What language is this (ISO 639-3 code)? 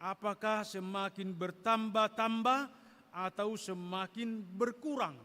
bbc